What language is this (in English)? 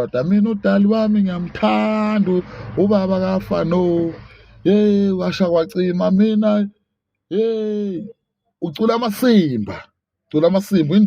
Zulu